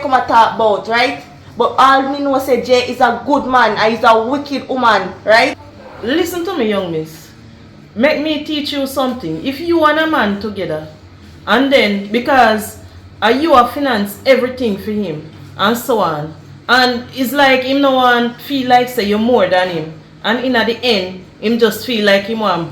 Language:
Jamaican Creole English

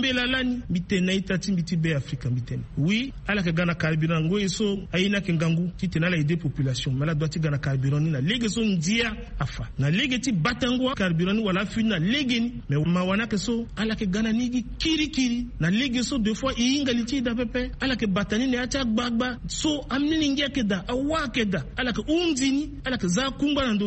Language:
Sango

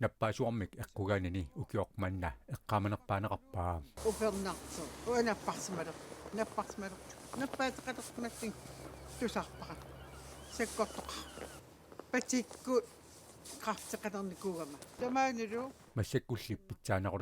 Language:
Kalaallisut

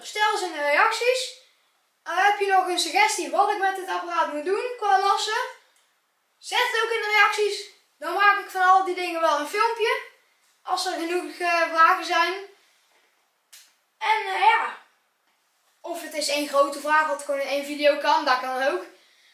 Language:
Dutch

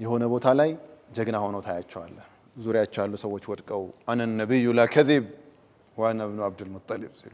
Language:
Amharic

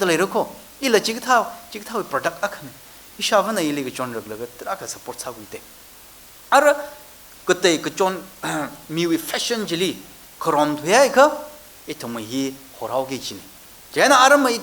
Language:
Tangkhul Naga (India)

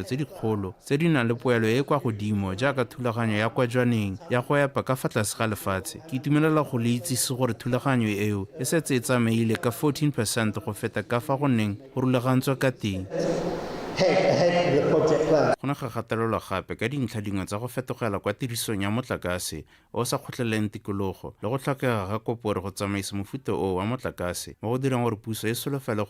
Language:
Tswana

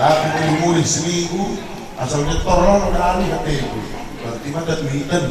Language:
Batak Karo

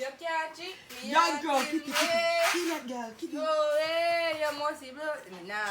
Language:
Jamaican Creole English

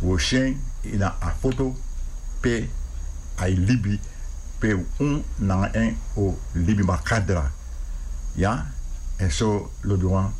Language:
Sranan Tongo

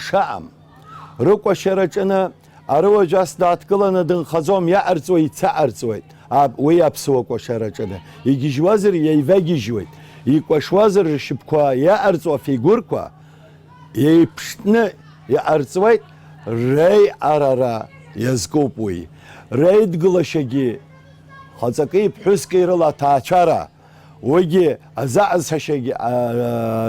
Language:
Abkhazian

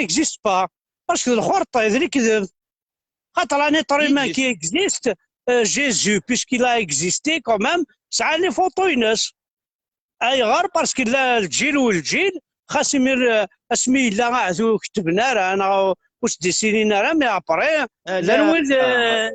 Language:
Kabyle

